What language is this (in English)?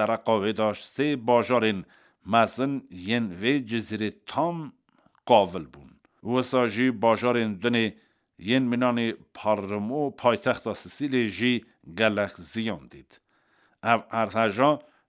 Kurdish